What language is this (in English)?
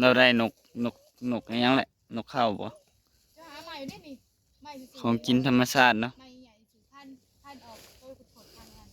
Northeastern Thai